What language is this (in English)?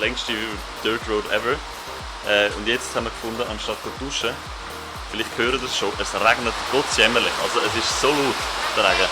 Swiss German